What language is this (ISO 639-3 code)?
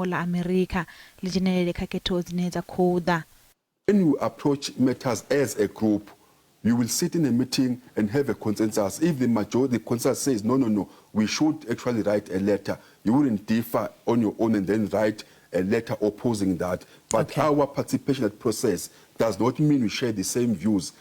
ven